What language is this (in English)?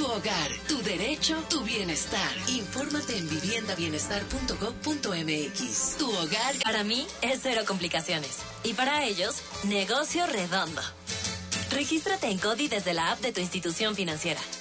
Spanish